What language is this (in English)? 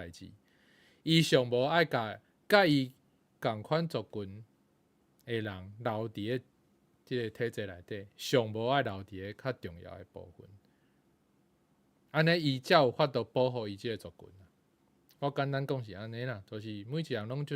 Min Nan Chinese